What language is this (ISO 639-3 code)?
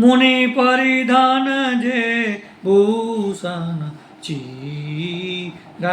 mai